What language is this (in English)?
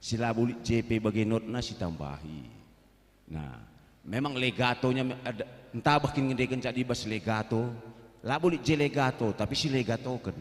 Batak Karo